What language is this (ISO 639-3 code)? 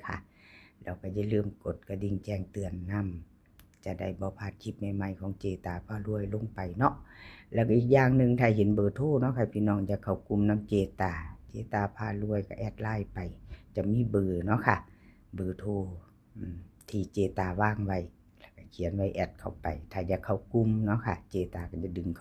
tts